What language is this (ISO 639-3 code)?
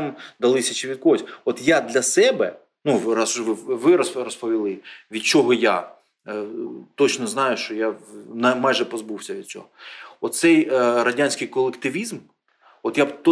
ukr